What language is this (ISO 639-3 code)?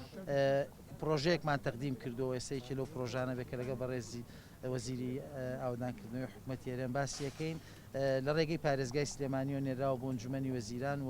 ckb